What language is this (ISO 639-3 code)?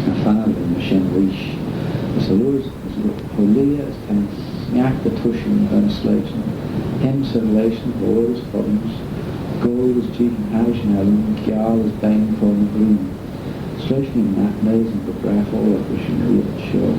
glv